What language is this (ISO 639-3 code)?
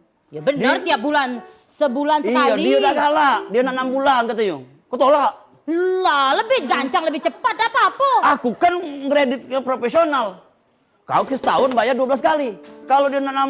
mui